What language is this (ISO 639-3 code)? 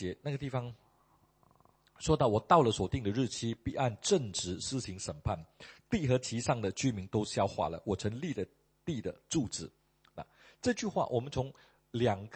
zho